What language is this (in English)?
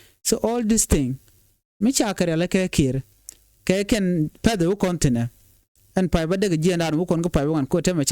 Nuer